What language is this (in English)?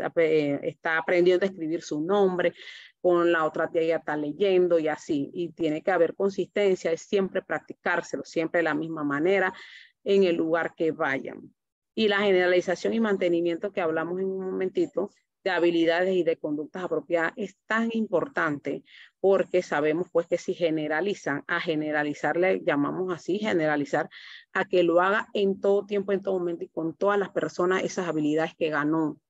Spanish